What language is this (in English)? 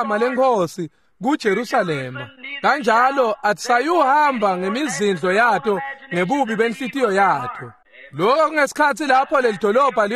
Swati